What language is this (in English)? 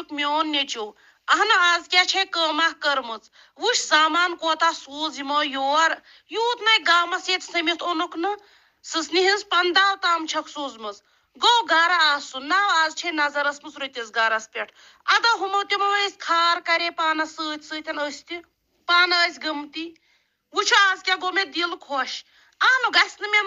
Kashmiri